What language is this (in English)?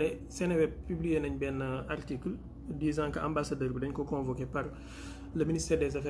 Wolof